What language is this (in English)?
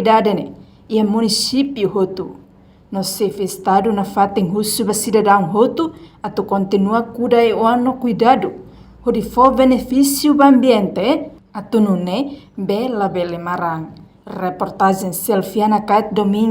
Tetum